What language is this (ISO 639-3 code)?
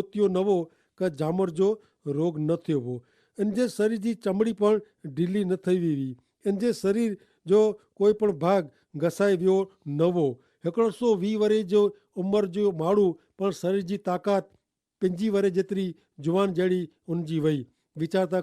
kfr